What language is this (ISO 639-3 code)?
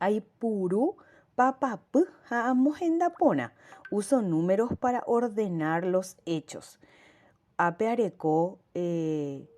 grn